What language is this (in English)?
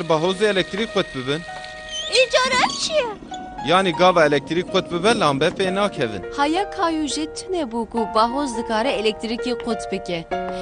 Kurdish